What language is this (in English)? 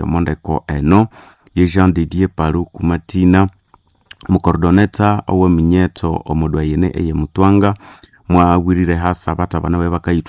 Nande